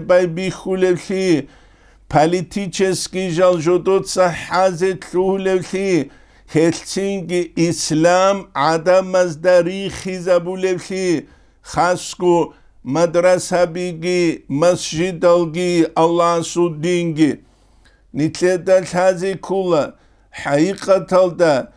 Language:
Avaric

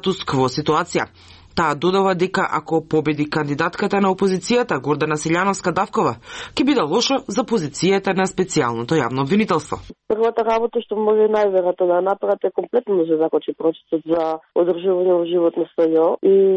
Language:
Macedonian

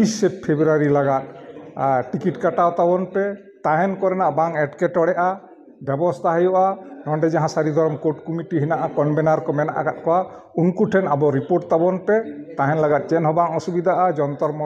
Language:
Santali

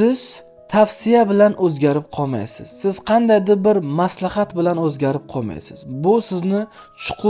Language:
Uzbek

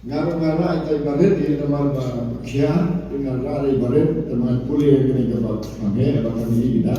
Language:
Khasi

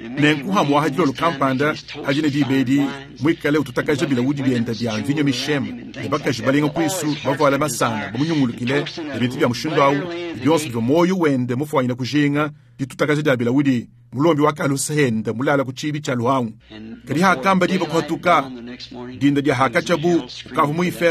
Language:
Luba-Lulua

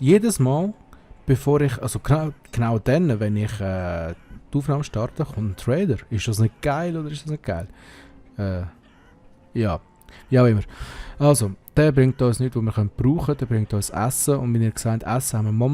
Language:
Swiss German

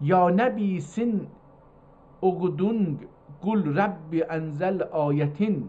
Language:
South Azerbaijani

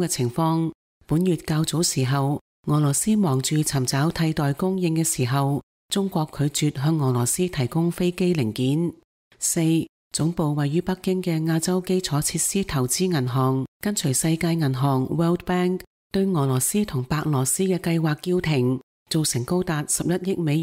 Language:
Cantonese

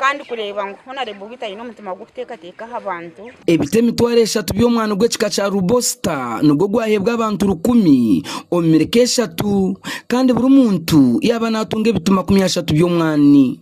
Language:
Nyankole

